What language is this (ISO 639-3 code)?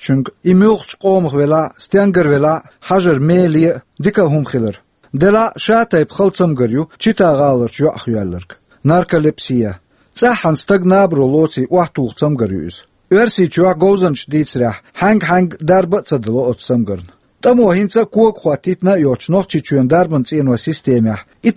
che